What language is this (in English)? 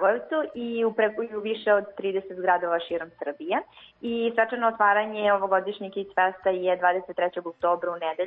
Serbian